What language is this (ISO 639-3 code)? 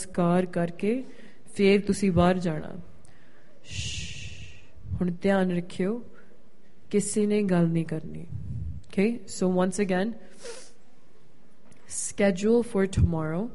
pan